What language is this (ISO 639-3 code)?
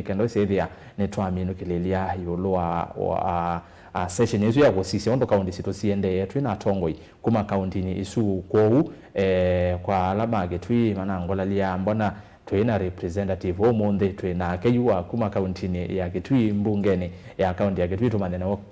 kam